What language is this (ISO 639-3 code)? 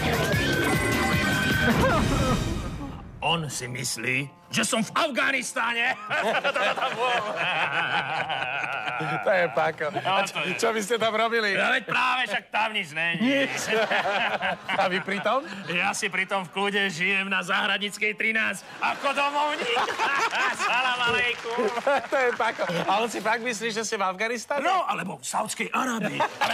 slk